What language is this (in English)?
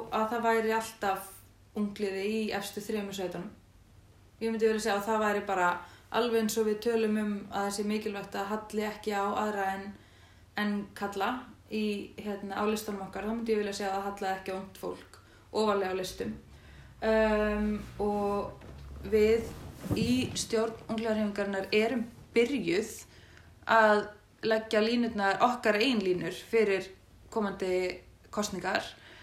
Icelandic